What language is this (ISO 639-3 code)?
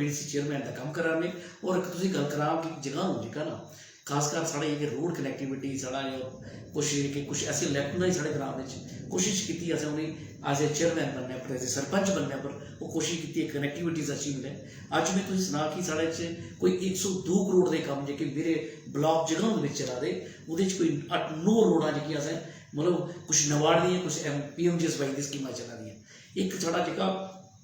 doi